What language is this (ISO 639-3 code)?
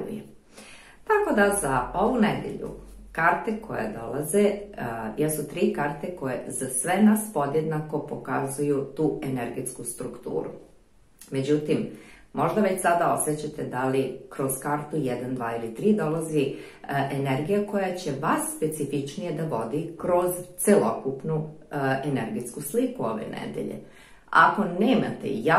srp